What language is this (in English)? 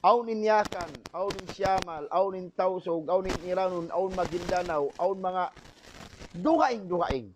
Tausug